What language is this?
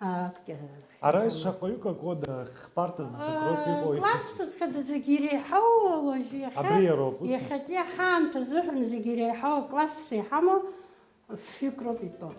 Abkhazian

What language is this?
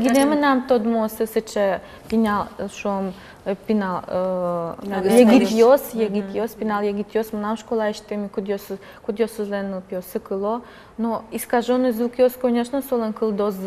Udmurt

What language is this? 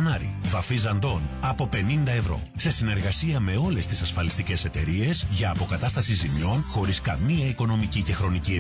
Greek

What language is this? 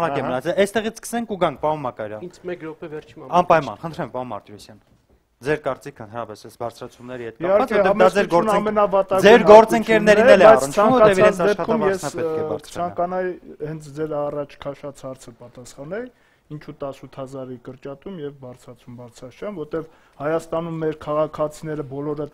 Armenian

